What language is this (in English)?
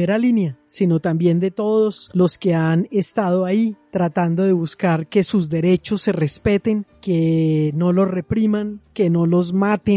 Spanish